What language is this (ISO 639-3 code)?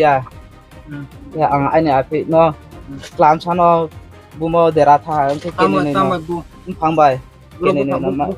ria